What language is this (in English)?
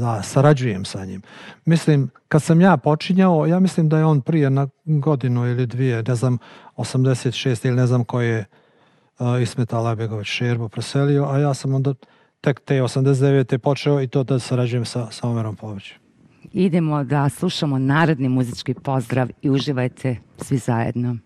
Serbian